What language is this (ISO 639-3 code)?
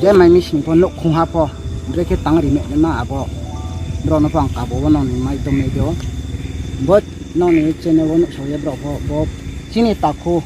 ria